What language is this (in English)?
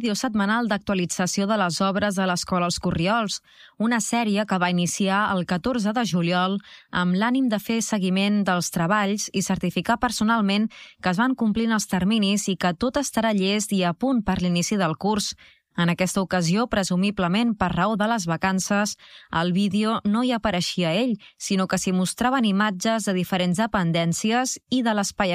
Catalan